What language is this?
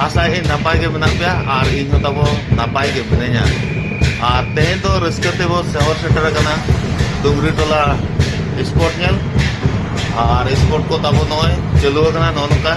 Santali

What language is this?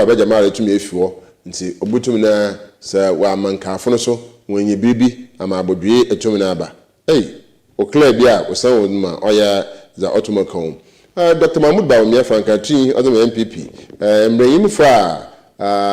Akan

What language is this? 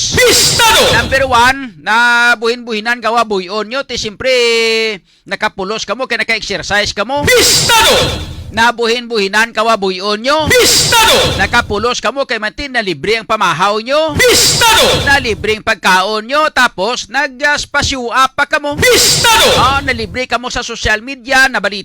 Hiligaynon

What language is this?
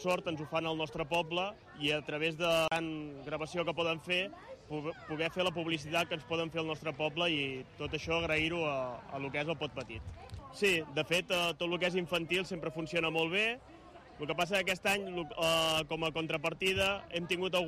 Catalan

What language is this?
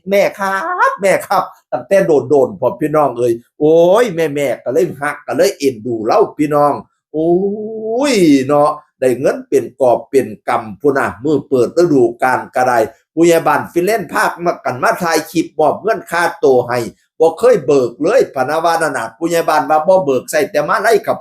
Northeastern Thai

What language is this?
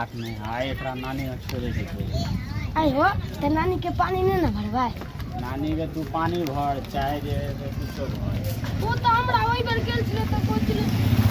Maithili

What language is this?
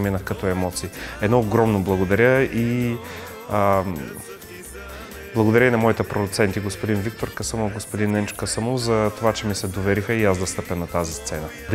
Bulgarian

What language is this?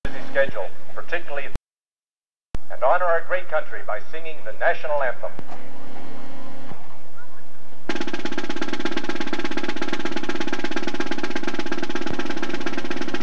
English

